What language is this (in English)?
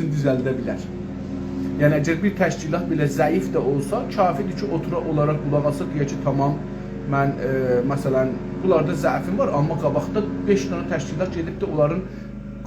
South Azerbaijani